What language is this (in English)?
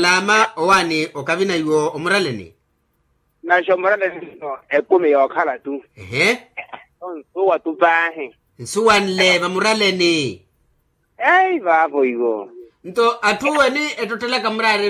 Makhuwa